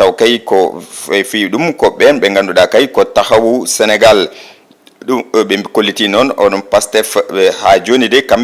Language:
Fula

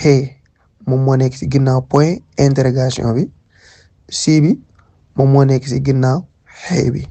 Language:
Wolof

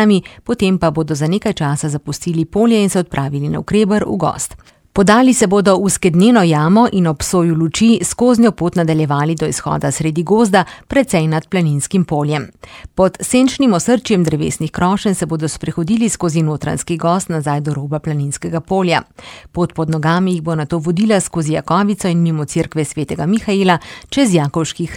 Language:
Slovenian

